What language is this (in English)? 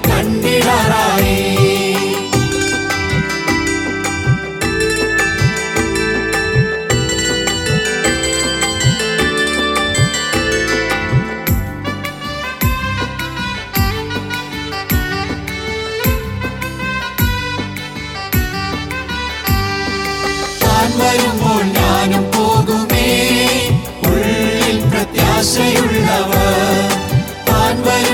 Malayalam